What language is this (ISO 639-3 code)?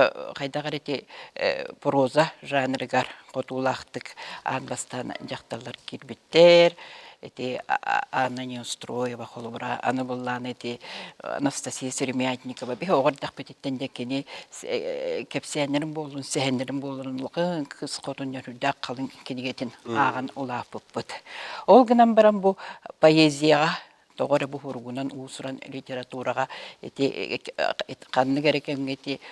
sah